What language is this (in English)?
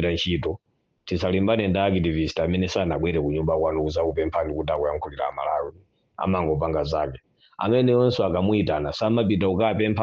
Nyanja